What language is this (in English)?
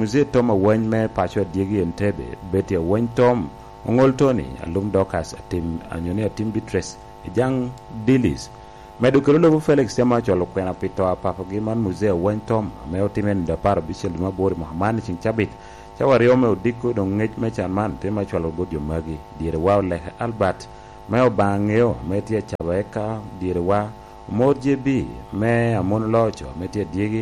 Lango (Uganda)